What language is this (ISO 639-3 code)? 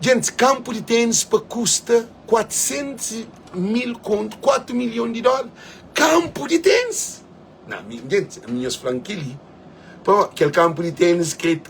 kea